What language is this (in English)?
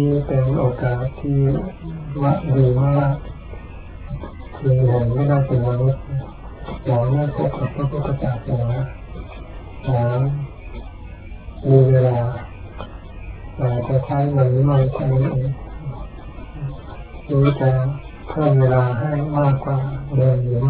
Thai